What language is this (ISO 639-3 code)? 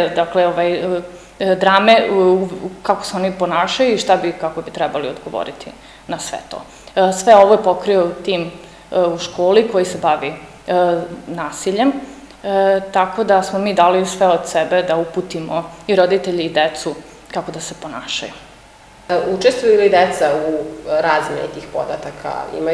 srp